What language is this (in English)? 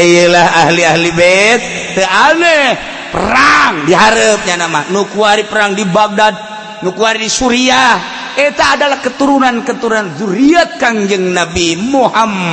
Sundanese